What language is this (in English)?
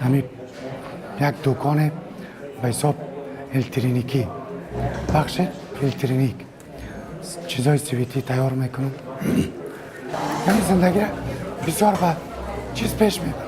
Persian